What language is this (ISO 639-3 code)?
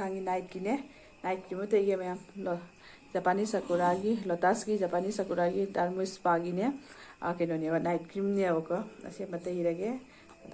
mni